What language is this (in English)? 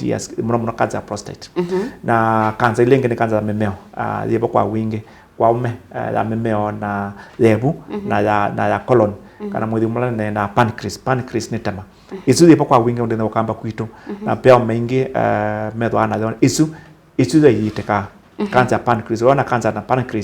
Kamba